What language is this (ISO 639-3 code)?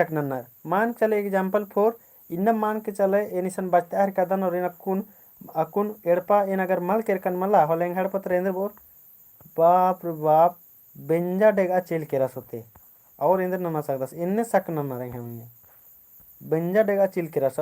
kru